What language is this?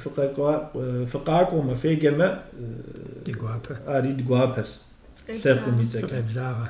Kabardian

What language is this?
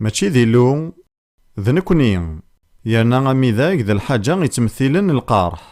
Kabyle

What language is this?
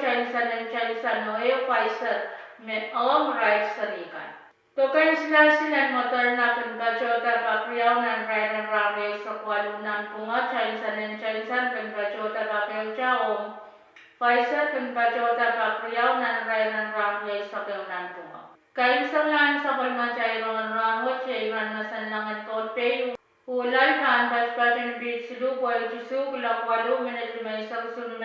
Pohnpeian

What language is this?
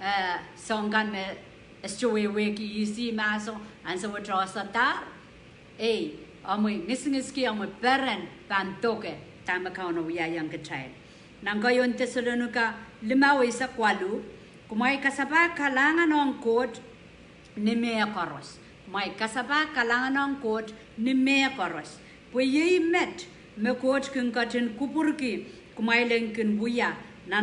Pohnpeian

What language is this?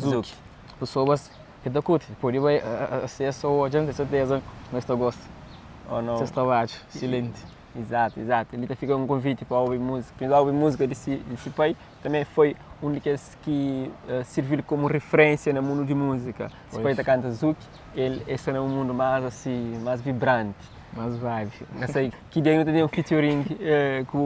Kabuverdianu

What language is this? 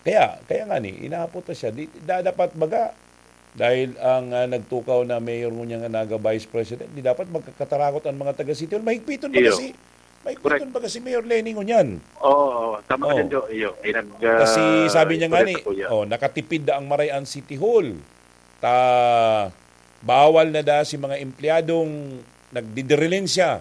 Bikol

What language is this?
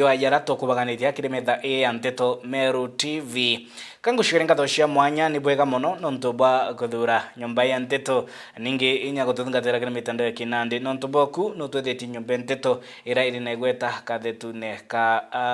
Meru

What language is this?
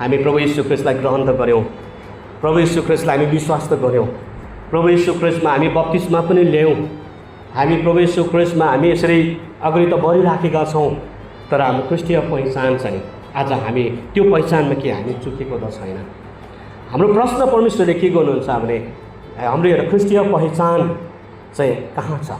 Nepali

